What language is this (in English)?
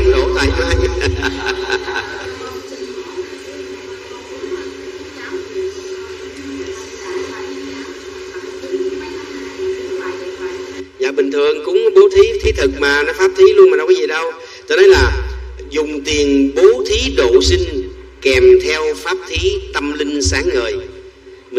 Vietnamese